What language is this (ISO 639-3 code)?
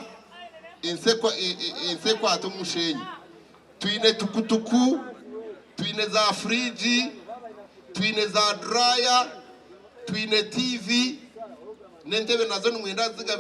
nyn